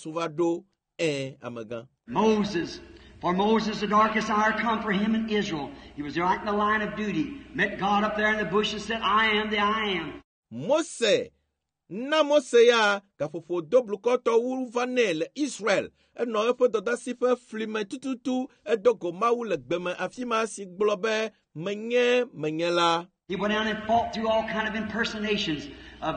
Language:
Ewe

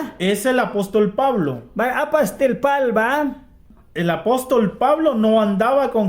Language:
Mískito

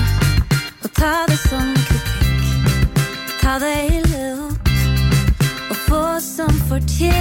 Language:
Norwegian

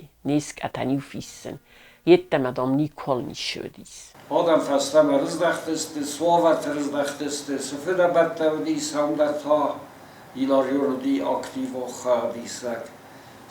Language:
Ossetic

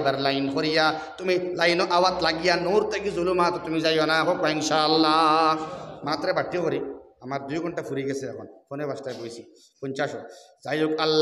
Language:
Sylheti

